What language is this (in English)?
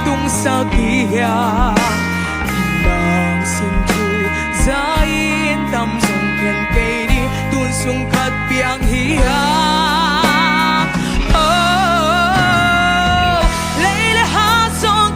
Tedim Chin